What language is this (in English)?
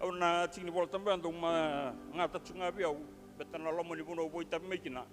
Fijian